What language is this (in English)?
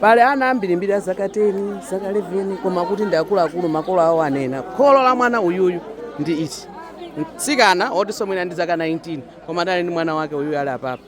Nyanja